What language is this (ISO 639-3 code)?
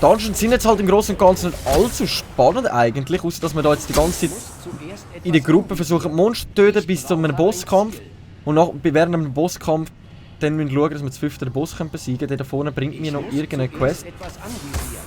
gsw